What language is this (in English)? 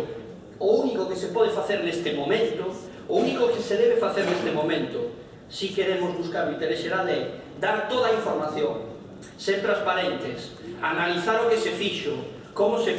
Galician